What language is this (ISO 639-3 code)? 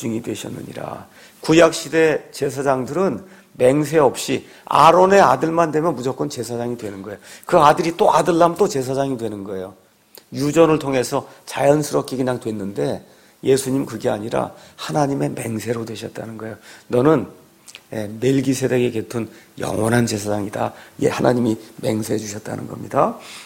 kor